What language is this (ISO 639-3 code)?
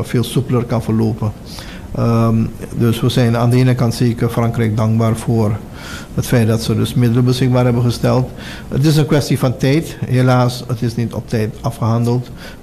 nld